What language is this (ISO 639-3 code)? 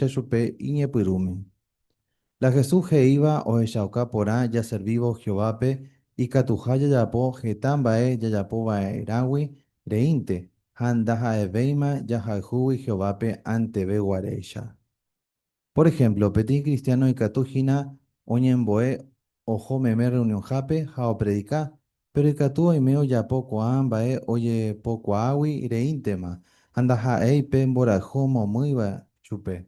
grn